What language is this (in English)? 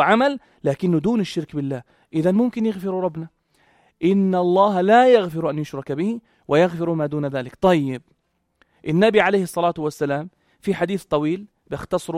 North Levantine Arabic